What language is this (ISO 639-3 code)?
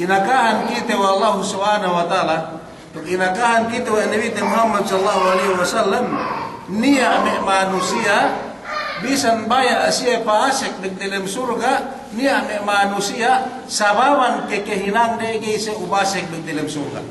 yka